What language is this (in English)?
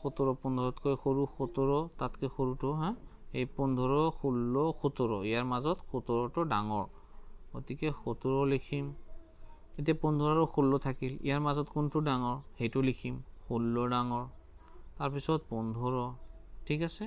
Assamese